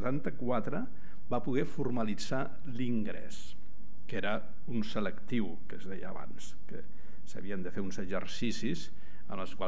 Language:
Catalan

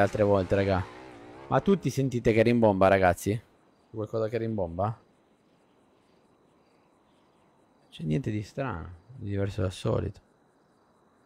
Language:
Italian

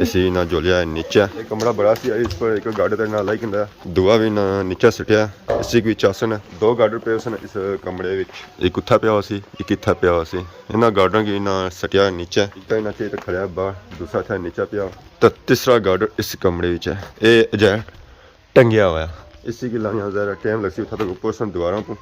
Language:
Pahari-Potwari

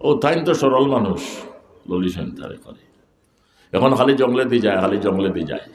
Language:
Sylheti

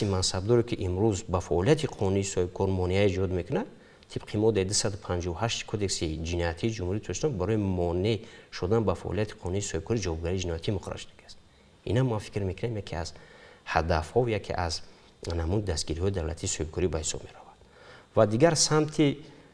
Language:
Tajik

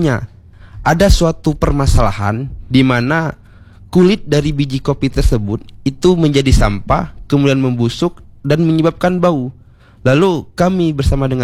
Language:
Indonesian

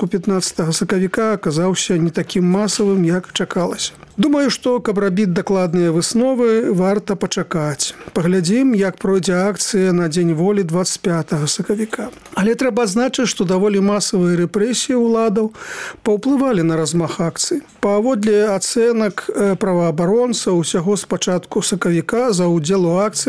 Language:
Belarusian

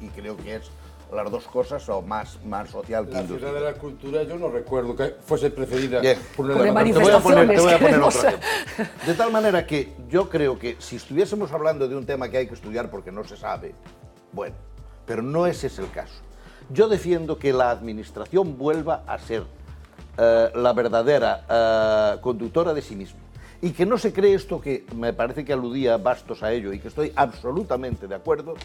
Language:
Spanish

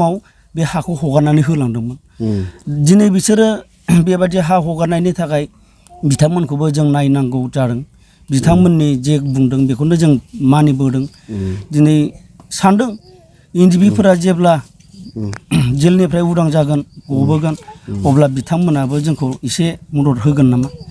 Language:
Bodo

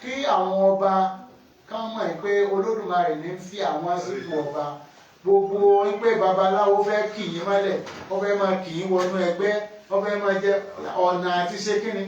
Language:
Yoruba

